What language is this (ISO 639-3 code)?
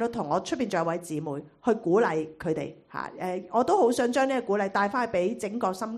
yue